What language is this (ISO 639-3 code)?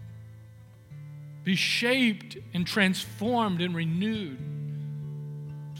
eng